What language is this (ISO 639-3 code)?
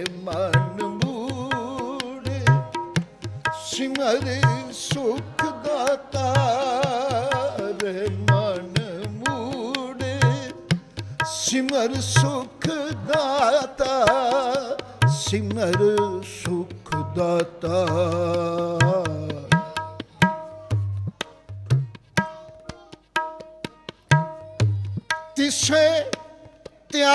pan